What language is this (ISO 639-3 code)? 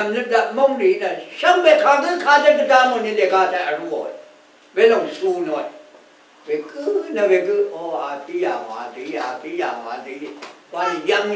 raw